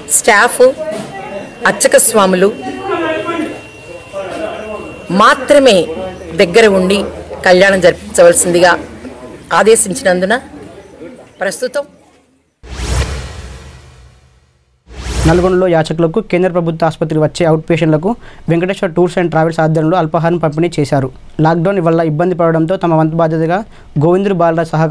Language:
Telugu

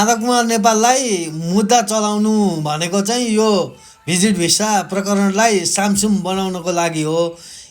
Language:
Nepali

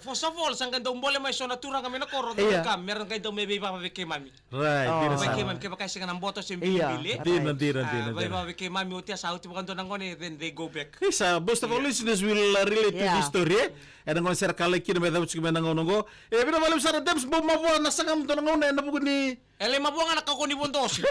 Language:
Fijian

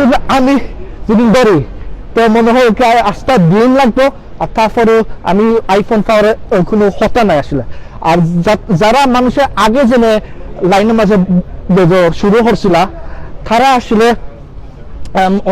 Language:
Sylheti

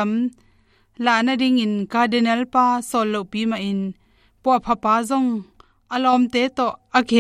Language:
Tedim Chin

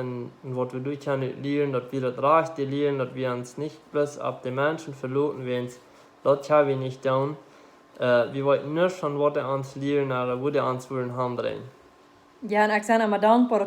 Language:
Plautdietsch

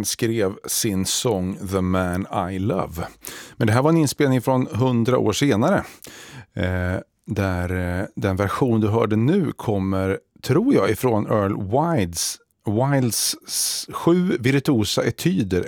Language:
Swedish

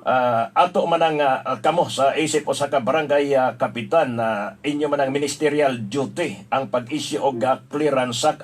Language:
Cebuano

